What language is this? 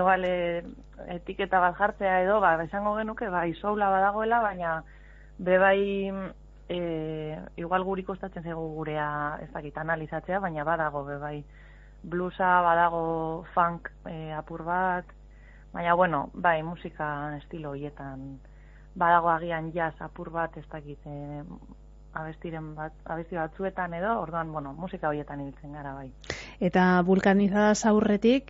Basque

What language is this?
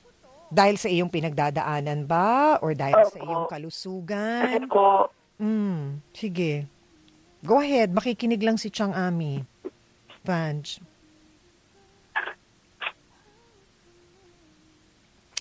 Filipino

